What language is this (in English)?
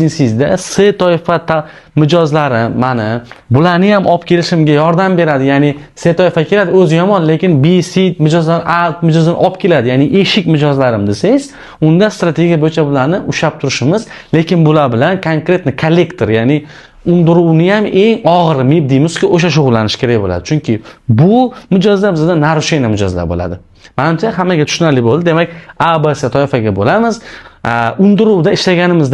Uzbek